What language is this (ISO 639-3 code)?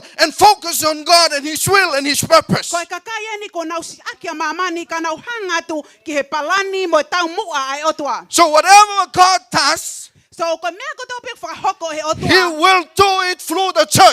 ton